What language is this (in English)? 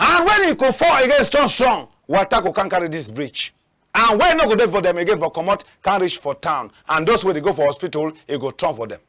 Cameroon Pidgin